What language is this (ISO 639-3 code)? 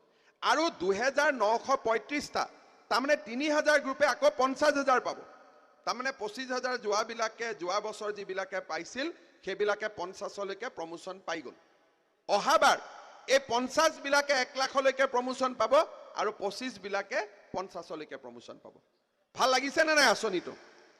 asm